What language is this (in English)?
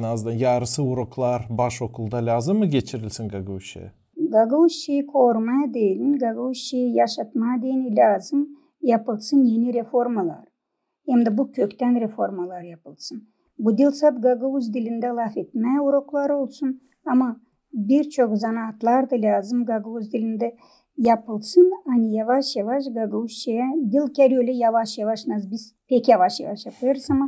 Gagauz